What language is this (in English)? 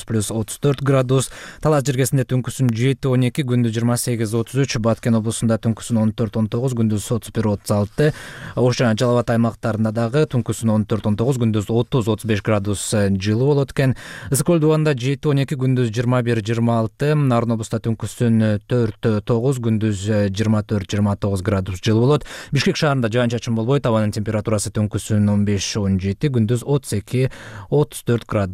Kyrgyz